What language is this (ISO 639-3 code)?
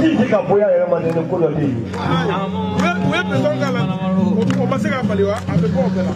bam